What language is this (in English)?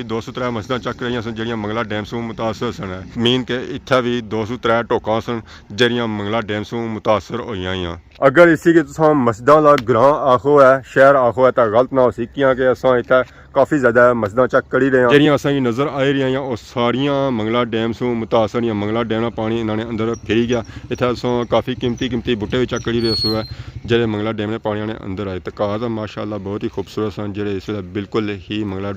Pahari-Potwari